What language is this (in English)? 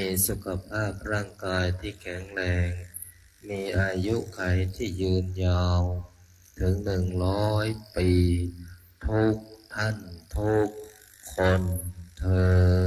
Pali